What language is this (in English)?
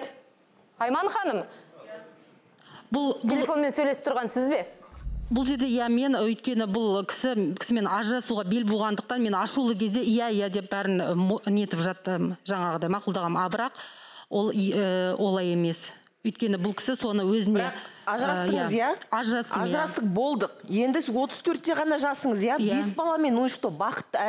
Kazakh